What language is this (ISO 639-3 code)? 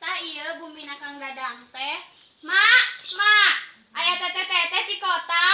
sun